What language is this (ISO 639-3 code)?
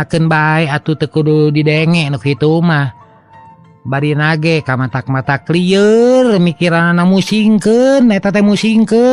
sun